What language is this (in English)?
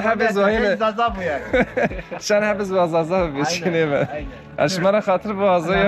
Zaza